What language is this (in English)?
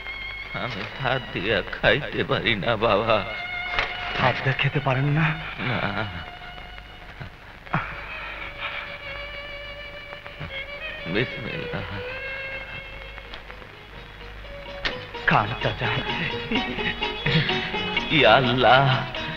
Bangla